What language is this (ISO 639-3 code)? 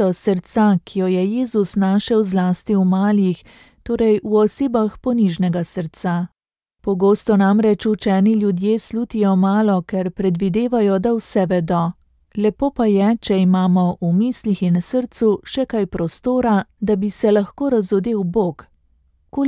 slv